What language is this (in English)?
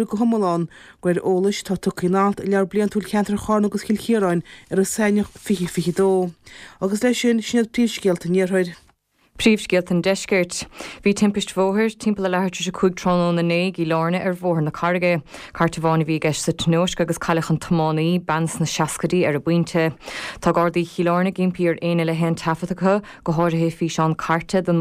Irish